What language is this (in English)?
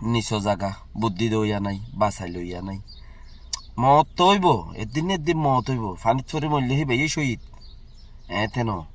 Rohingya